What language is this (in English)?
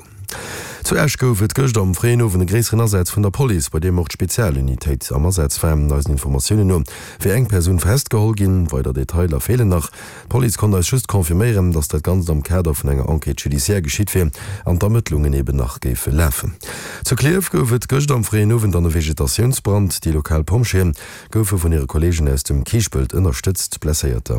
Luxembourgish